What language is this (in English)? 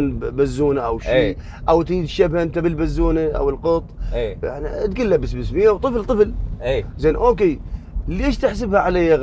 Mesopotamian Arabic